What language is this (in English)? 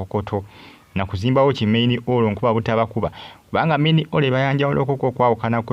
Ganda